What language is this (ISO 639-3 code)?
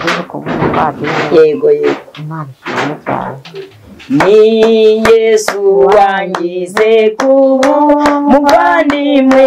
kin